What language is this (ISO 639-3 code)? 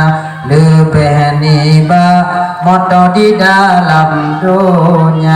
ace